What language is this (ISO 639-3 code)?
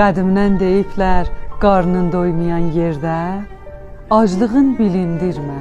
azb